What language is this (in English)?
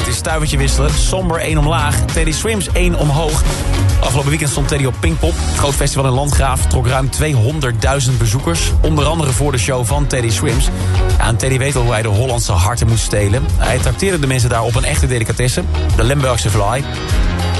Dutch